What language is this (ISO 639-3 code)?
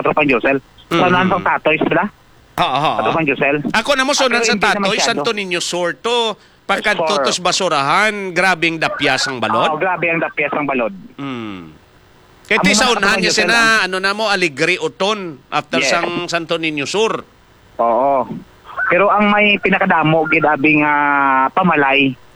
hil